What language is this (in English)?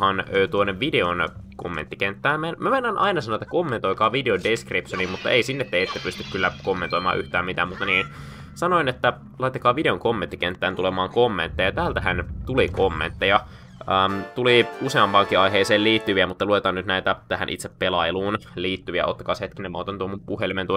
Finnish